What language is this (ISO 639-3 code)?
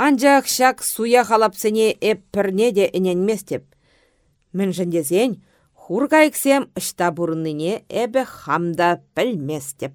chv